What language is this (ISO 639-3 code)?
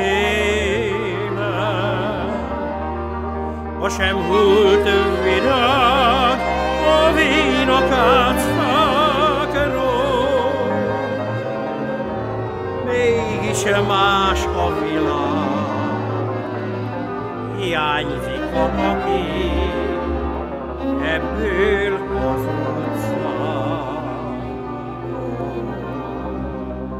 hun